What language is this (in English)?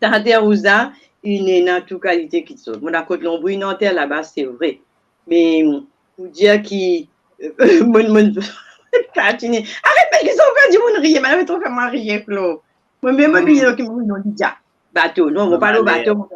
Morisyen